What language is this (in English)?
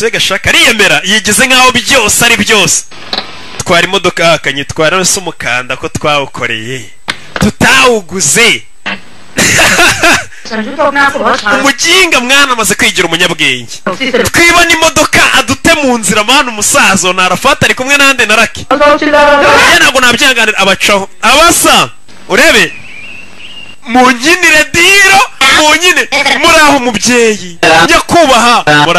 Kinyarwanda